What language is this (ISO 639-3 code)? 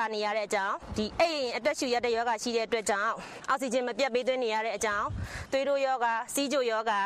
mya